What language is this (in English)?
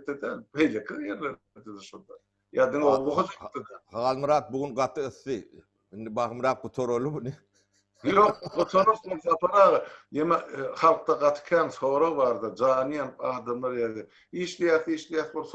Turkmen